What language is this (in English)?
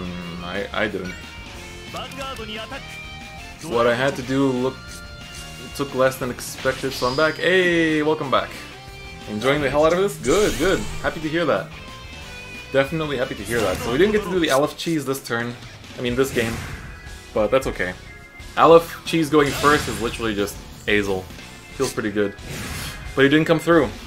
English